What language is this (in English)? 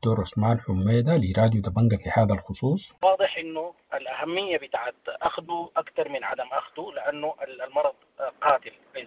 Sudanese Arabic